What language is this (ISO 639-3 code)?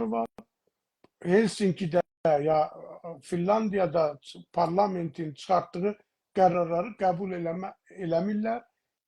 azb